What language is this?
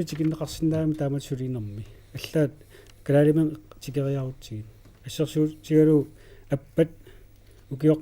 Kalaallisut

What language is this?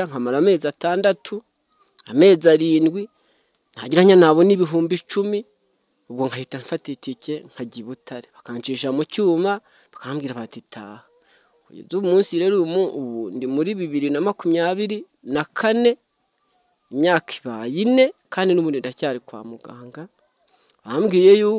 Kinyarwanda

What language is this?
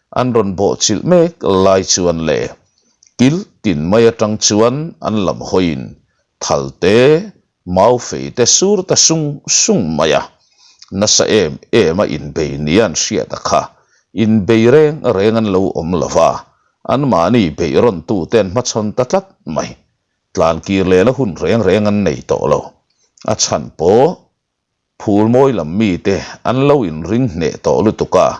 Mizo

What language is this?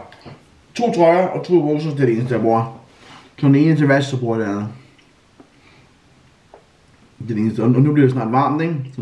Danish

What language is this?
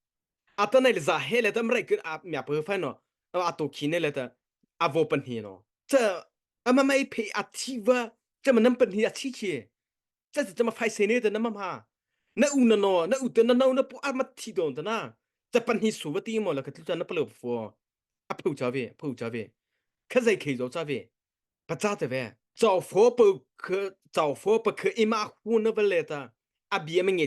Mara Chin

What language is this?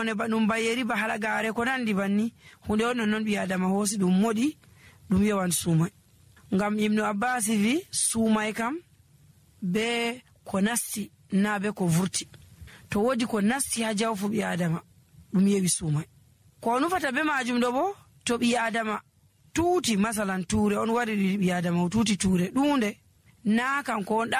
Nigerian Fulfulde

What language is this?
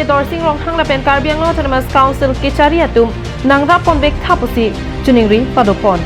Karbi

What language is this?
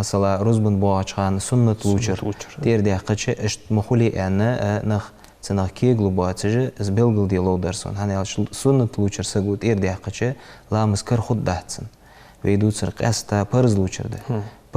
Ingush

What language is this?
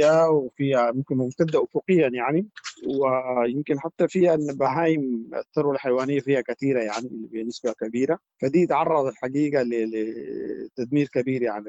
Sudanese Arabic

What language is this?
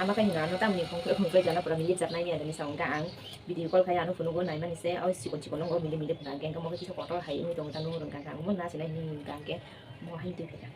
Kok Borok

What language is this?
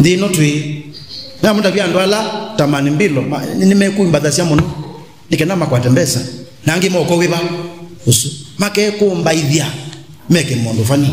Kamba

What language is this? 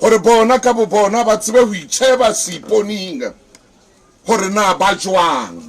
Southern Sotho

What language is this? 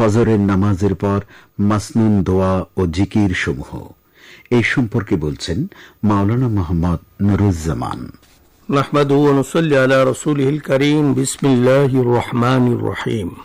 Bangla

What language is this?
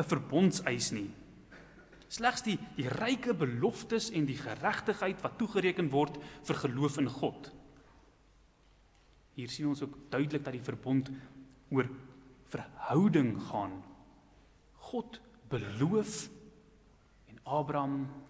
Afrikaans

